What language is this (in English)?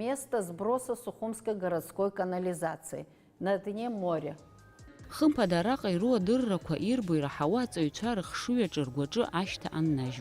Abkhazian